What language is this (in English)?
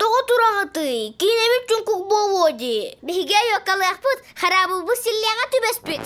Yakut